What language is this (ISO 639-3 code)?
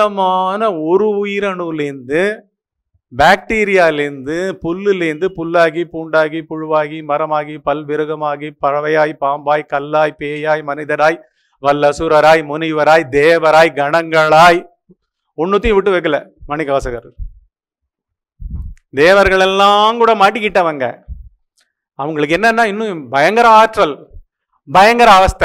tam